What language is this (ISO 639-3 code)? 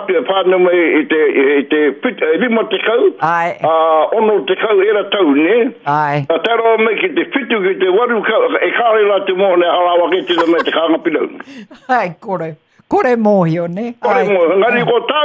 mri